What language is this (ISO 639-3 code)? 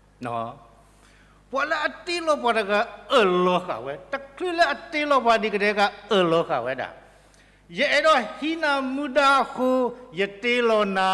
ksw